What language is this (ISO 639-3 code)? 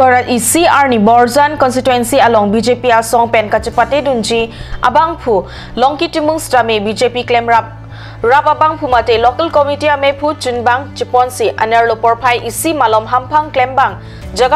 mjw